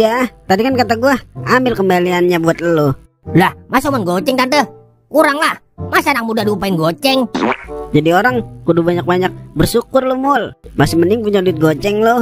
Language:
Betawi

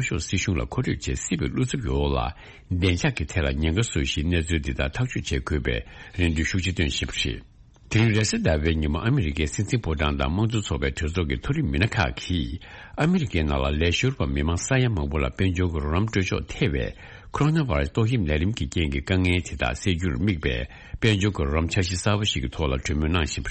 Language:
Tibetan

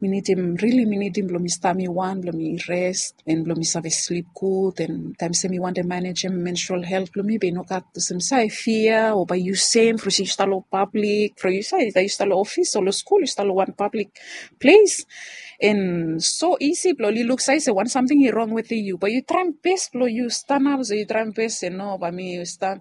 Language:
Bislama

